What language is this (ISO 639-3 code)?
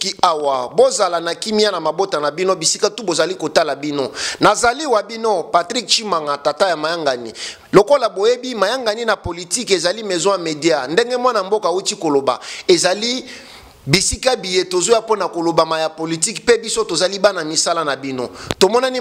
lin